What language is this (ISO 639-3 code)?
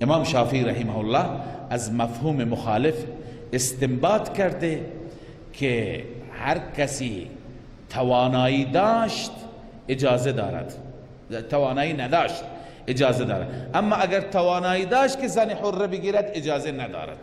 fas